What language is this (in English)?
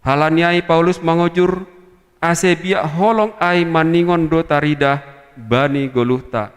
Batak Simalungun